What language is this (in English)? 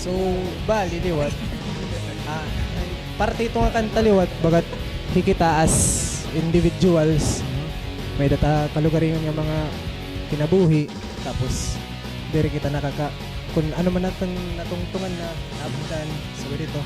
Waray